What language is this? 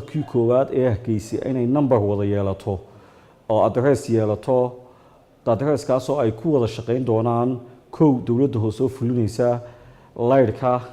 Somali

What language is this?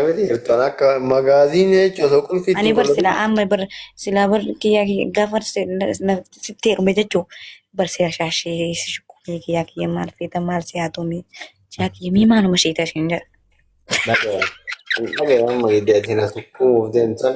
Oromo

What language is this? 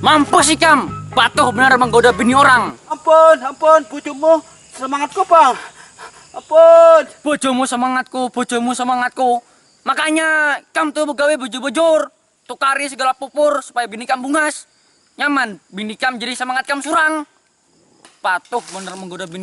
Banjar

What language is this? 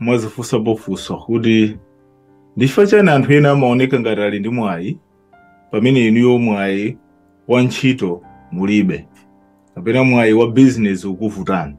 Nyanja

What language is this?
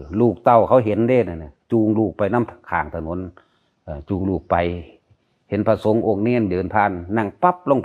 Lao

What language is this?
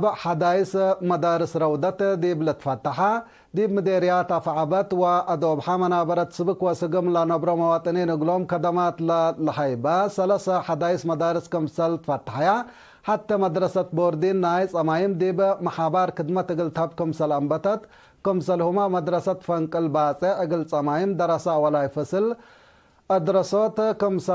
Tigre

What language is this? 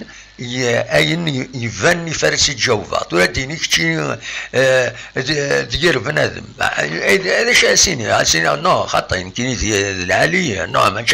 Kabyle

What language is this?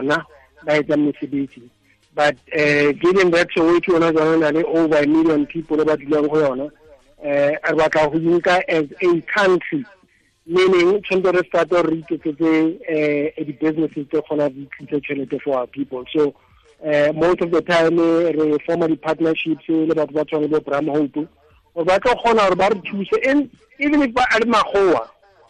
Tswana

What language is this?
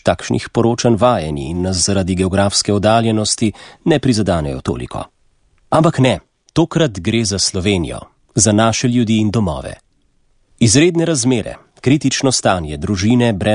Slovenian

